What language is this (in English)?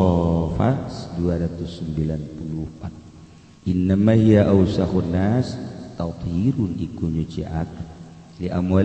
Sundanese